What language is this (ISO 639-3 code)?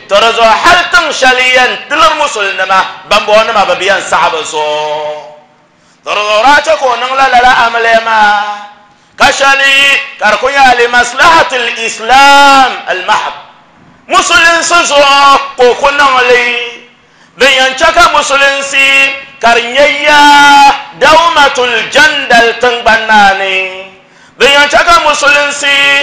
dag